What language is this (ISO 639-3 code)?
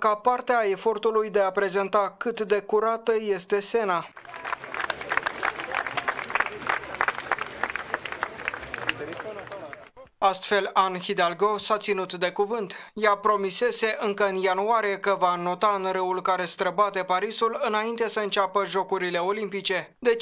ron